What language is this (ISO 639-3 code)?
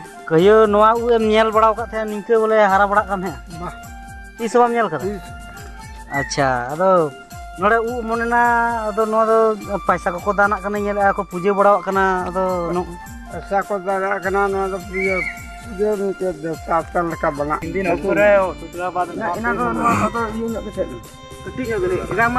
sat